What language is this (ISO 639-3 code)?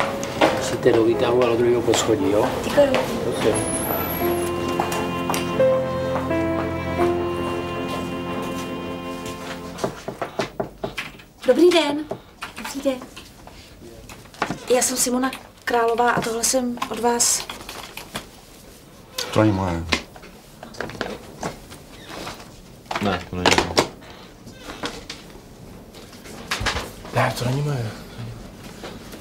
ces